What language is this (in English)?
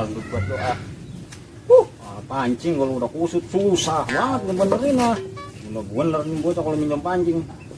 Betawi